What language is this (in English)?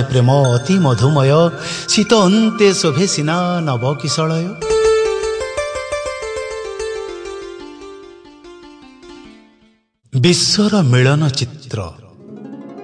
Odia